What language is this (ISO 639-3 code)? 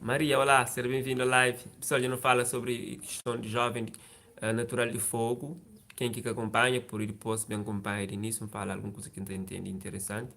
kea